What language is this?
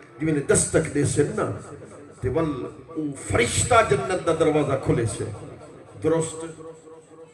Saraiki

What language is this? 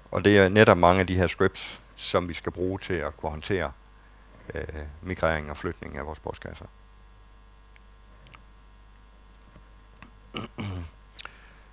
Danish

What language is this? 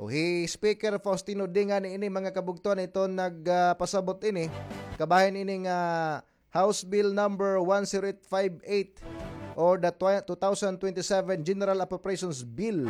Waray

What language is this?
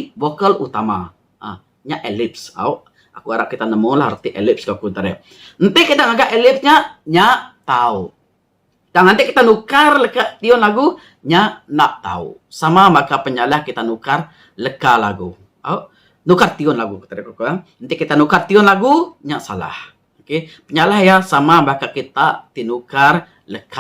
Iban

